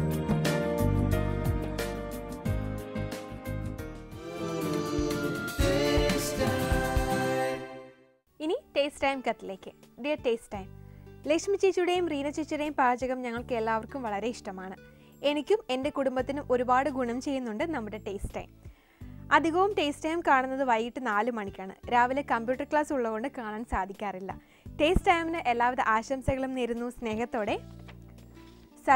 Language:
Malayalam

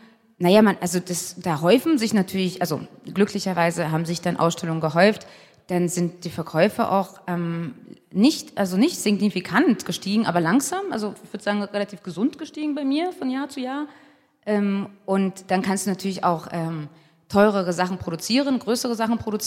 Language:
German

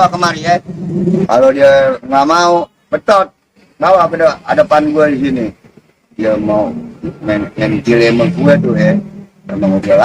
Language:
Betawi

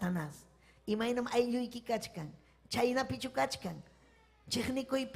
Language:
Ayacucho Quechua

